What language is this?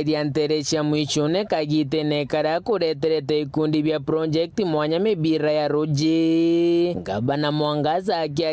Meru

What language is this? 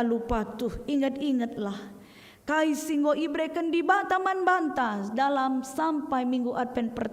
Batak Karo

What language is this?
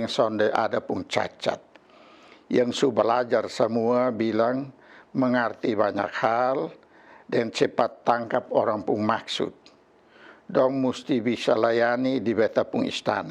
Kupang Malay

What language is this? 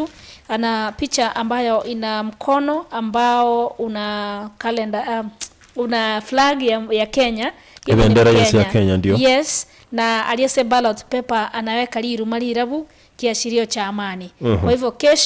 Gusii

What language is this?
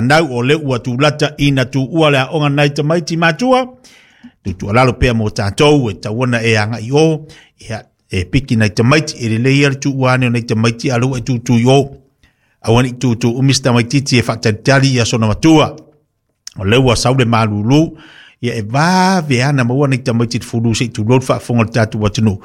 Samoan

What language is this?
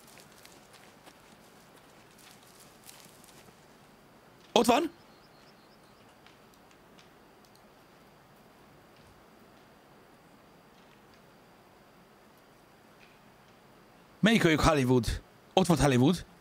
Hungarian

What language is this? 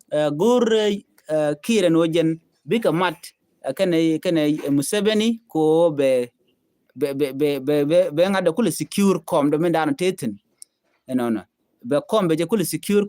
Nuer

